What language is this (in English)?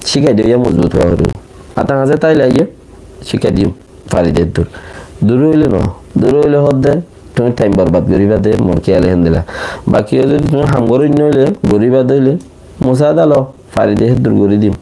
Rohingya